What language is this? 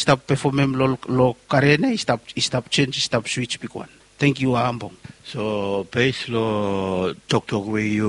Bislama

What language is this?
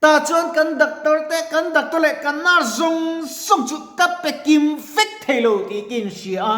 Mizo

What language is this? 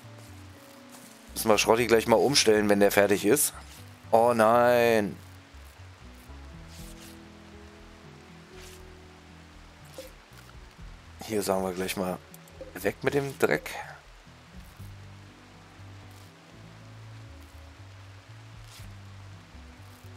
German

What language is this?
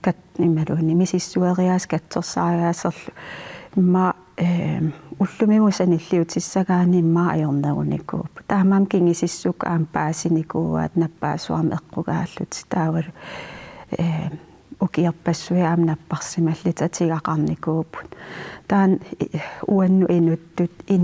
Kalaallisut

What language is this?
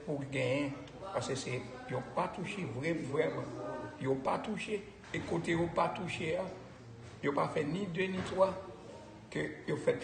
Haitian Creole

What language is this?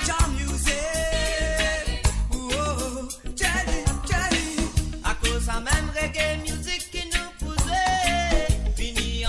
Morisyen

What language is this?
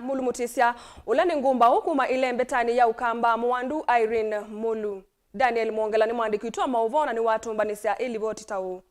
Kamba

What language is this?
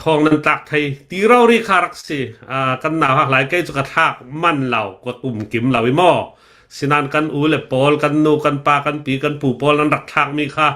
Hakha Chin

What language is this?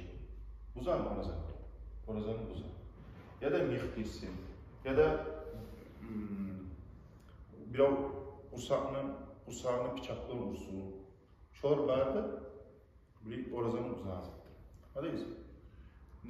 Kumyk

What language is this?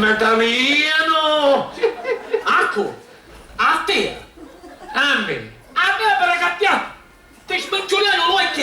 Sicilian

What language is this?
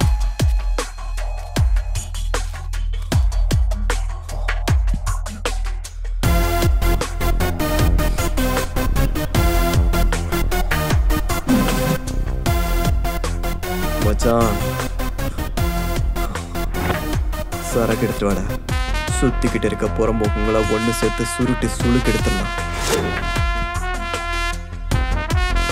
Tamil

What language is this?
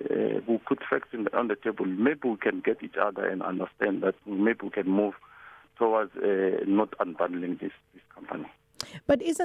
English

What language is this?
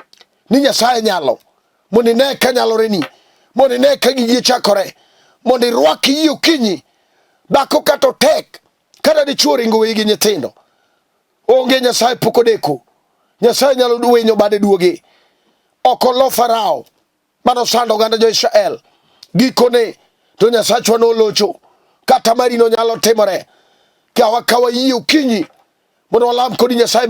Luo (Kenya and Tanzania)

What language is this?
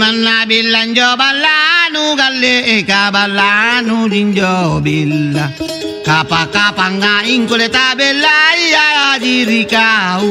Makasar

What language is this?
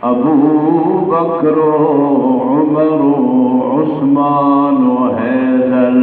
Saraiki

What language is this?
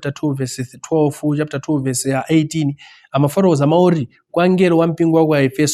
Nyanja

